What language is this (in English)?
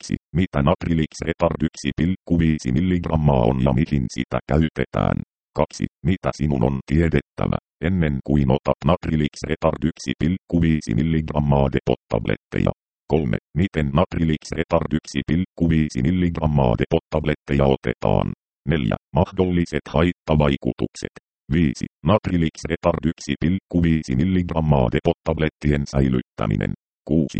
Finnish